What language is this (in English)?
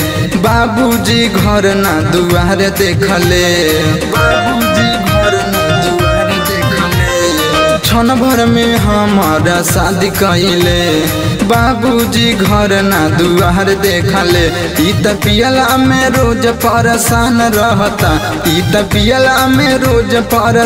Bhojpuri